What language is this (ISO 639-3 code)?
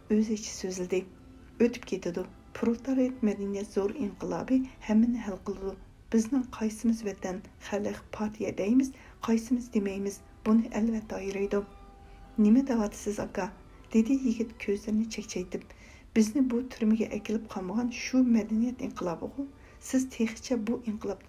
uig